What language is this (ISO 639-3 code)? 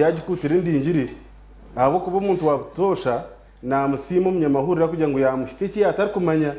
nyn